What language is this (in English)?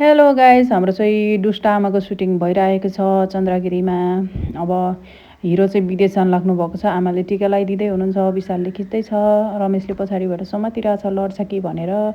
Nepali